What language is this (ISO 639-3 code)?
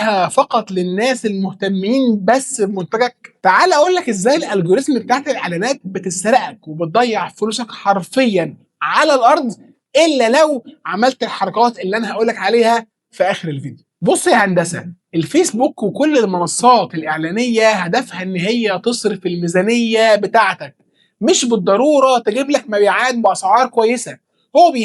arz